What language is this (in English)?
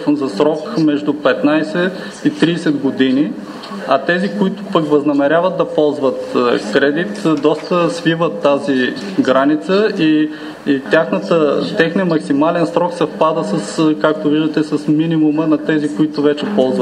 Bulgarian